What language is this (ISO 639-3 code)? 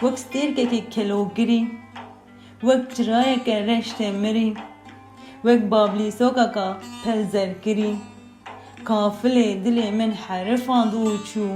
kur